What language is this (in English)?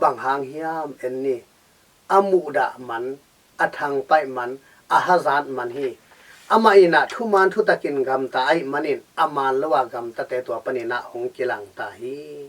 Tedim Chin